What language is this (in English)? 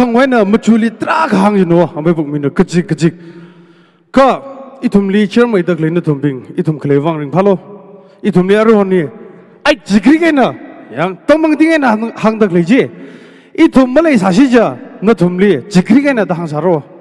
Tangkhul Naga (India)